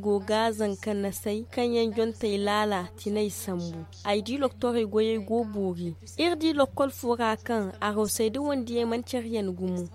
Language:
Zarma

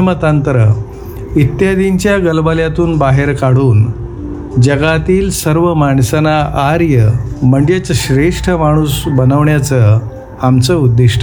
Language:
Marathi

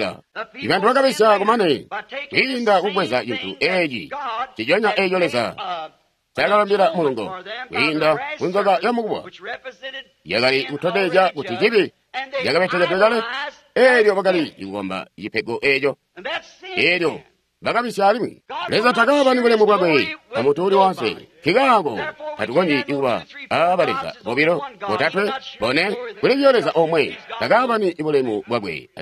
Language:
Tonga (Zambia)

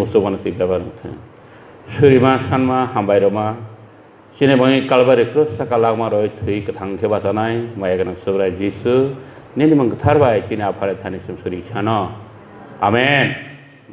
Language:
Kok Borok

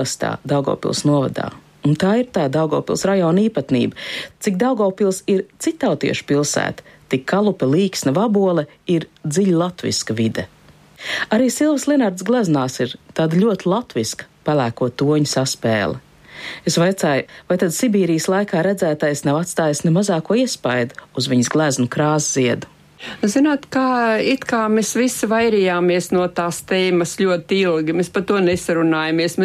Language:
Latvian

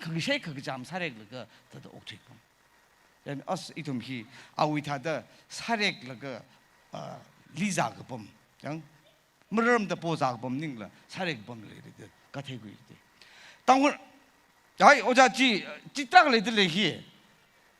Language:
Tangkhul Naga (India)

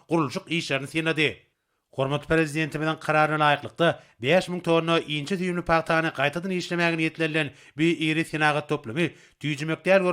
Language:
Turkmen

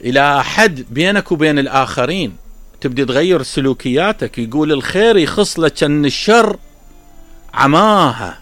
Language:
Mesopotamian Arabic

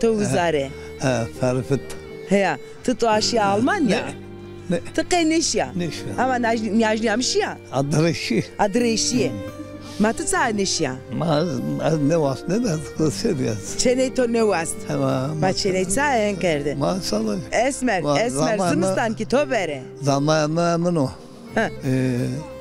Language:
Zaza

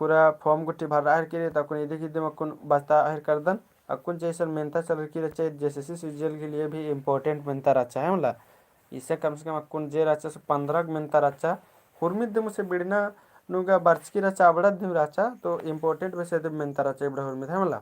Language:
Kurukh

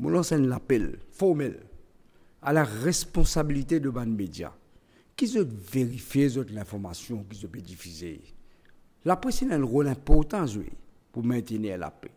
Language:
Morisyen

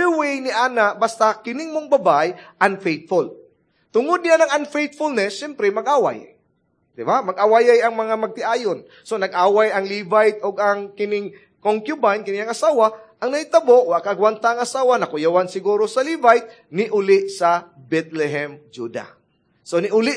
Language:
Cebuano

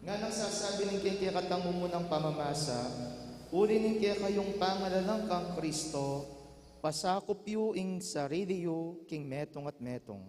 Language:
Pampanga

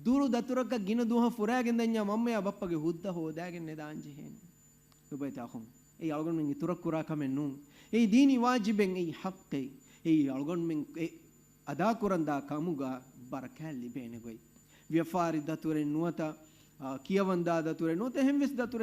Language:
Divehi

